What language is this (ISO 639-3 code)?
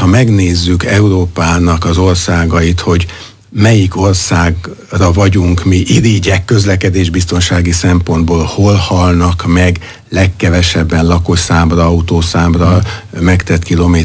hun